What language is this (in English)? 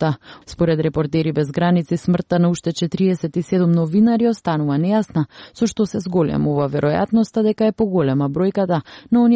Macedonian